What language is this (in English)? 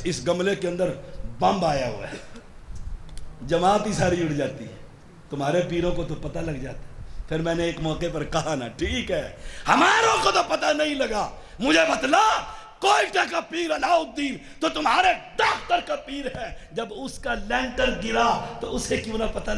Urdu